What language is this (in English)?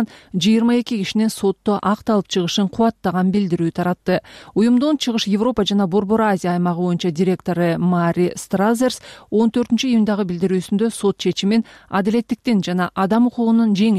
Kyrgyz